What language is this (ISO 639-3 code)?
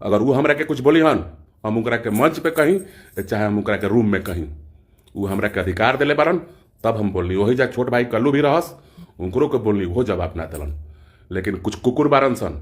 bho